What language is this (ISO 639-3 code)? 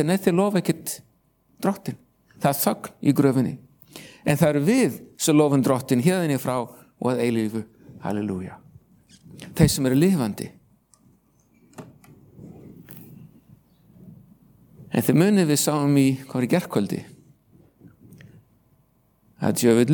isl